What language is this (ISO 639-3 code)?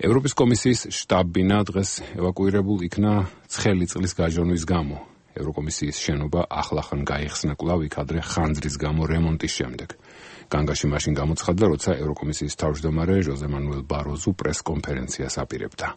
kat